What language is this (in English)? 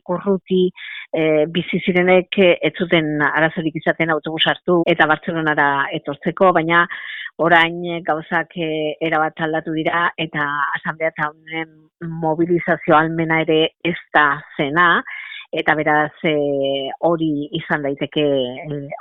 Basque